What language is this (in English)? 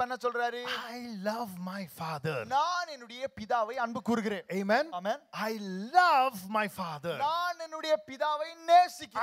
Tamil